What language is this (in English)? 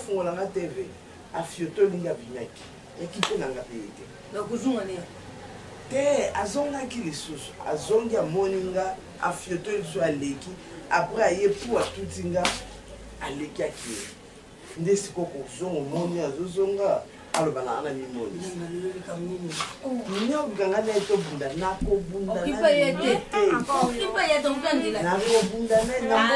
Lingala